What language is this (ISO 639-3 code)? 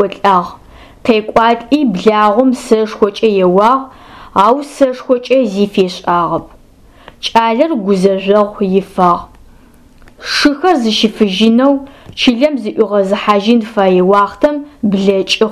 ady